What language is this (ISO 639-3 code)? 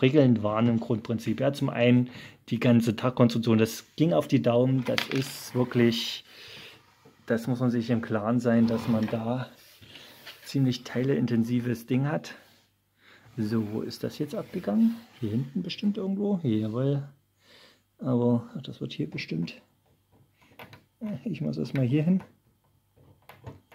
deu